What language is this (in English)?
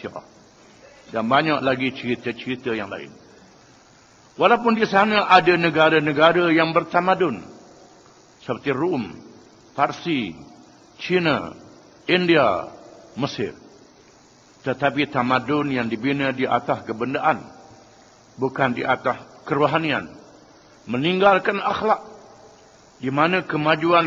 Malay